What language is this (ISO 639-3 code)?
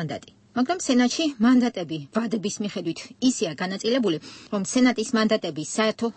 kat